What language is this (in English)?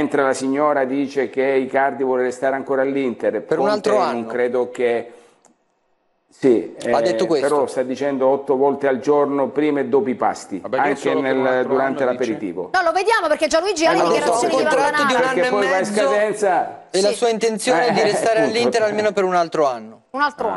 Italian